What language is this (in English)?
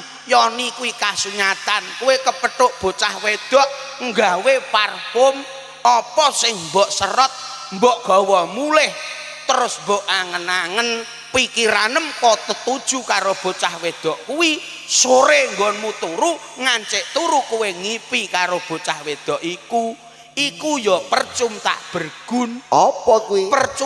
Javanese